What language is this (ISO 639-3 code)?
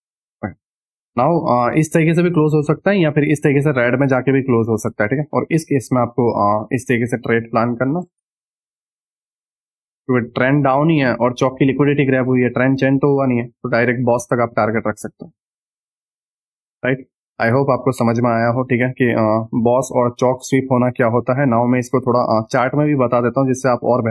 hin